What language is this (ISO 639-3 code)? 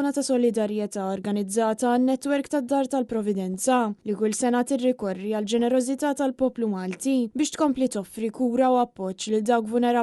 mlt